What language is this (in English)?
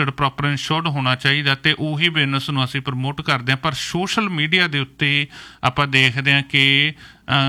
Punjabi